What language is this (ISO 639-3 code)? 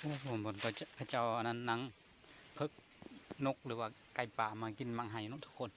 lao